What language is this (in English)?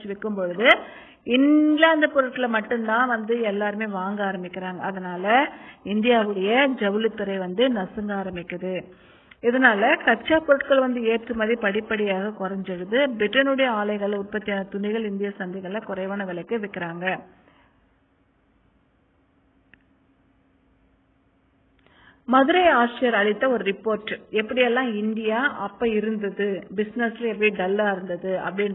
Tamil